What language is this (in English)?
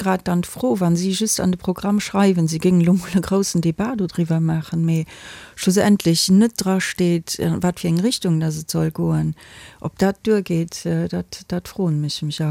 Luxembourgish